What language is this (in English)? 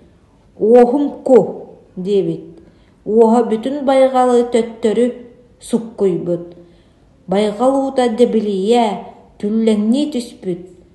Yakut